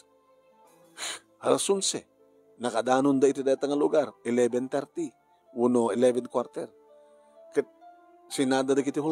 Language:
Iloko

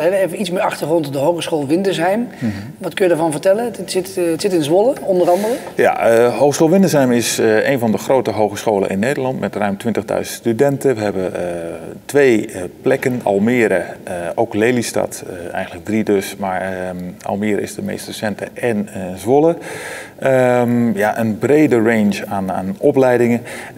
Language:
Dutch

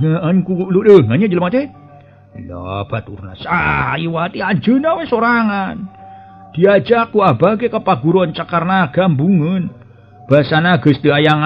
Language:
Sundanese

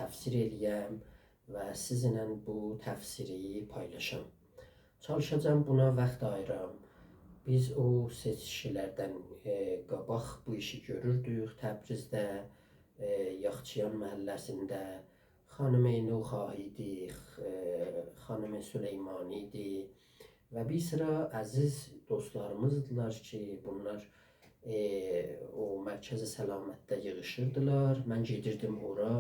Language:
South Azerbaijani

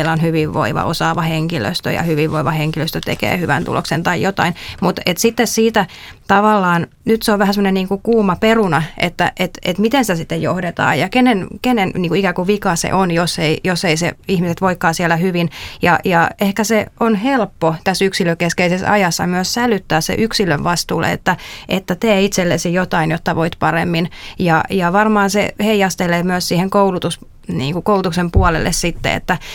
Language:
Finnish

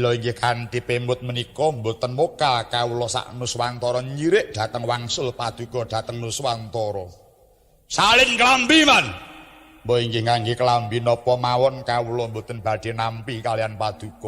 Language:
Javanese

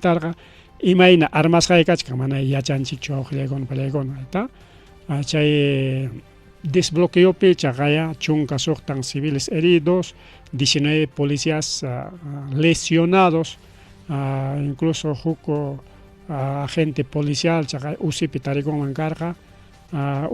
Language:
Ayacucho Quechua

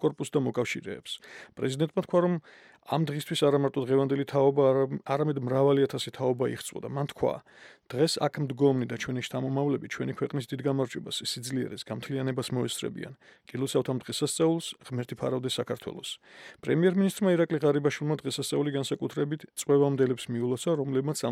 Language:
Georgian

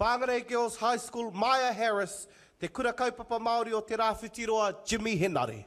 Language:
Māori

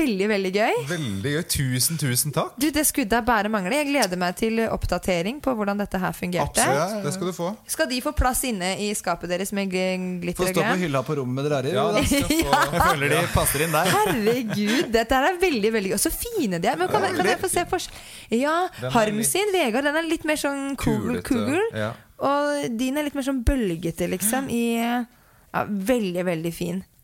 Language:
Norwegian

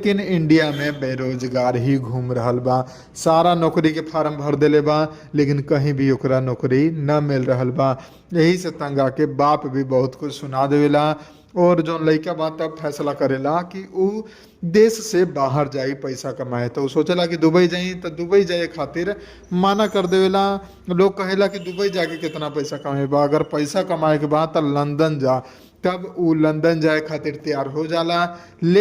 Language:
Bhojpuri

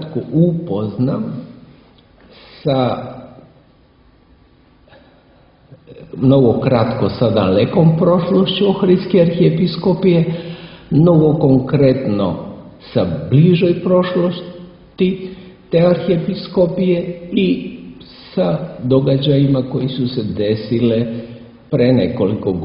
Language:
Serbian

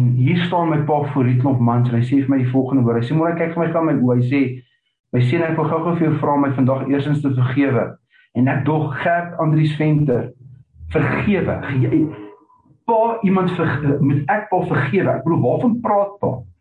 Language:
Afrikaans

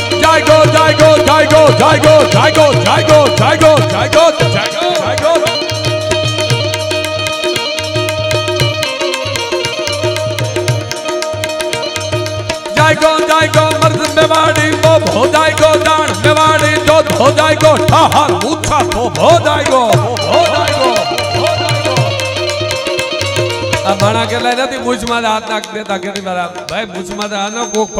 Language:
Gujarati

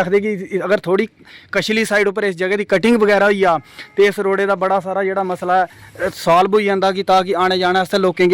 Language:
Dogri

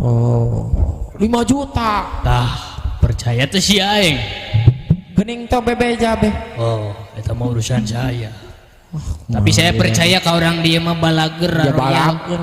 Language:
Sundanese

